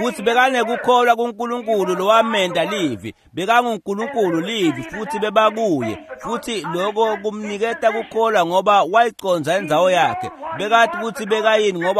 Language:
Swati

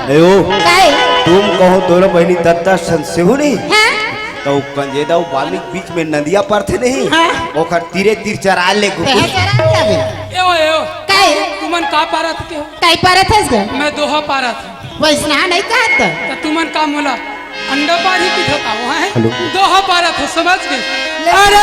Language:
Chhattisgarhi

